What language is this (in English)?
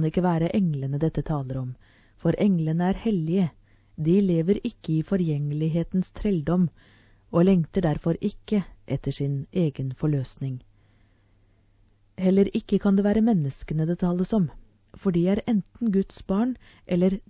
Norwegian